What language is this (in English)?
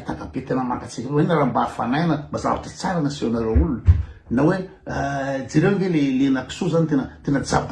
Malagasy